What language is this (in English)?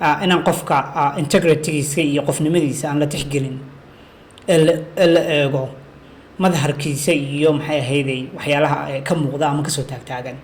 Somali